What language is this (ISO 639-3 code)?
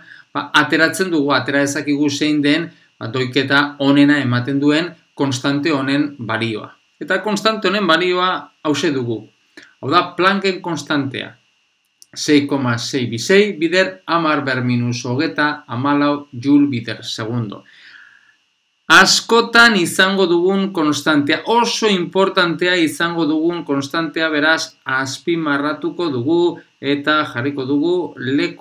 eus